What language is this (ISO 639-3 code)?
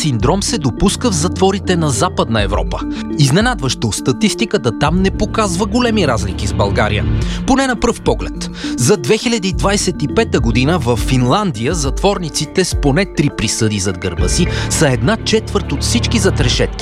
bul